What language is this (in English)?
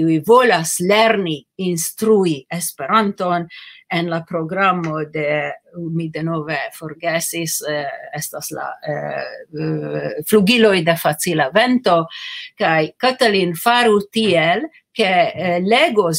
Esperanto